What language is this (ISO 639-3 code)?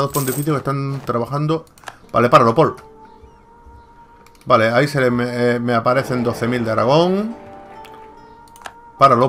spa